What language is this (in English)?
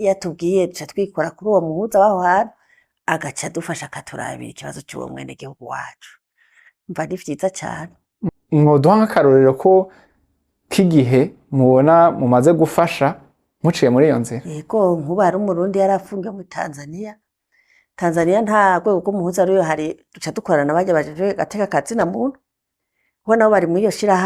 Rundi